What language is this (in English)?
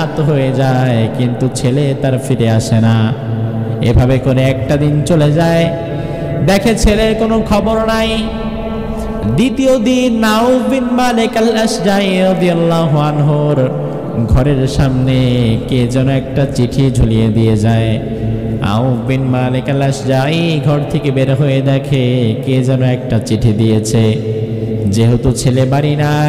Bangla